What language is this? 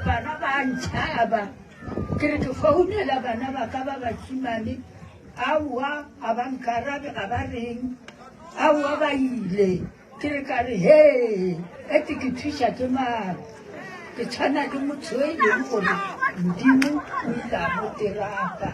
Northern Sotho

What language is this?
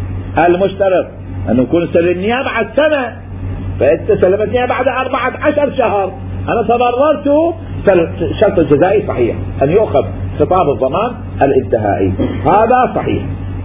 Mesopotamian Arabic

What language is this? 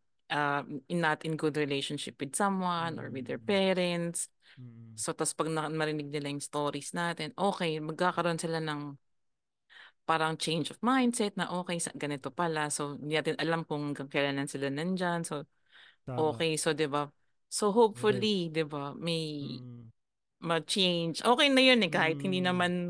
Filipino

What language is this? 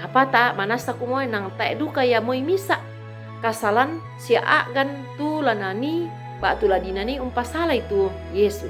Toraja-Sa'dan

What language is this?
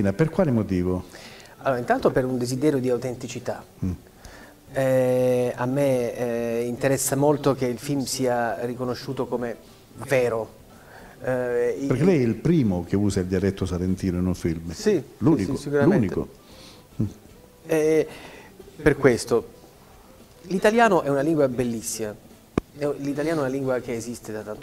Italian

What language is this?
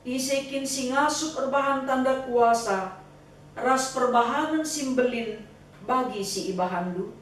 Batak Karo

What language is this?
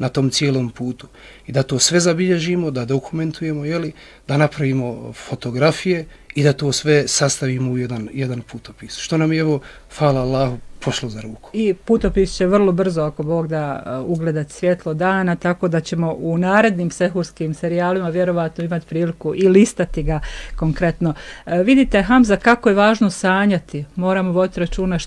Bosnian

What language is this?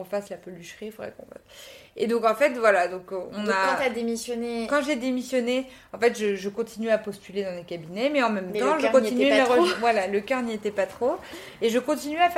French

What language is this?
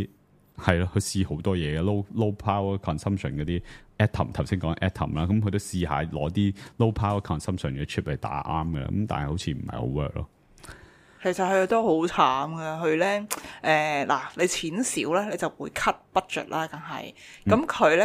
Cantonese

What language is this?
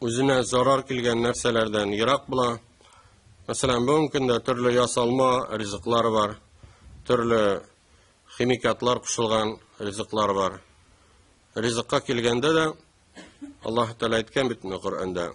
Tatar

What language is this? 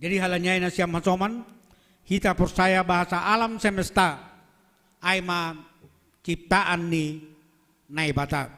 Batak Simalungun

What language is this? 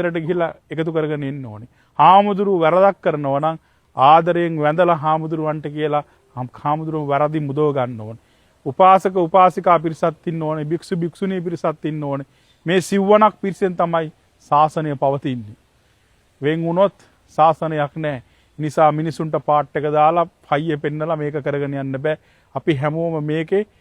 Sinhala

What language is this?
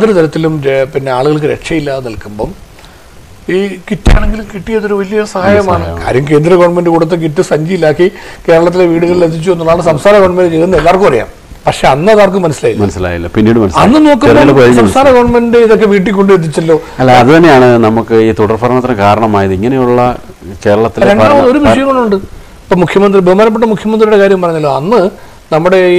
Malayalam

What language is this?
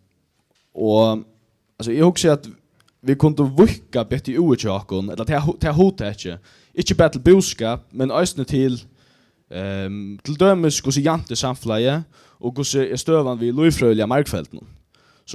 Faroese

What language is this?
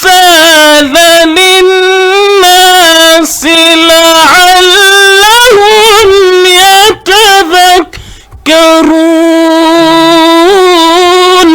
Fula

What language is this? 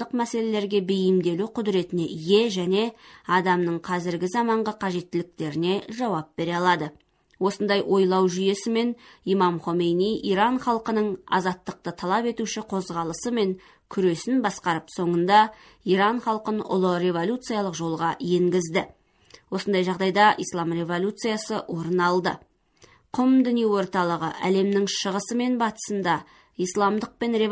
Kazakh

